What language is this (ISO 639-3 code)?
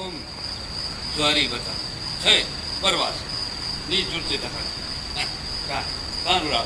brh